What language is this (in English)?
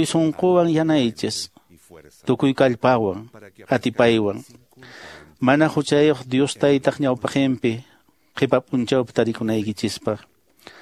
Quechua